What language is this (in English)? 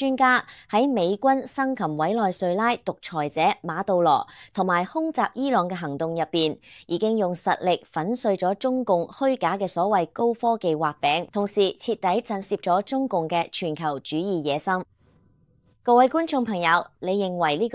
Cantonese